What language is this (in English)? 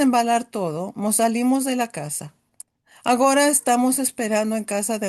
Ladino